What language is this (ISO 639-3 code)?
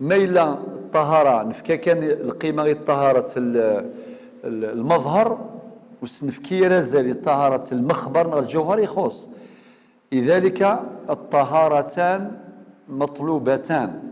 arq